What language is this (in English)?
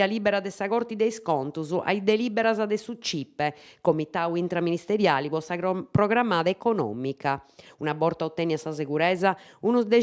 Sardinian